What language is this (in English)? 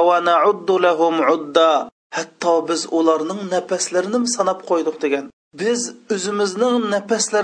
Uyghur